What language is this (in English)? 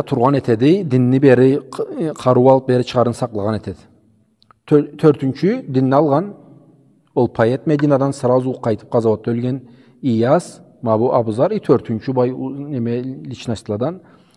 Karachay-Balkar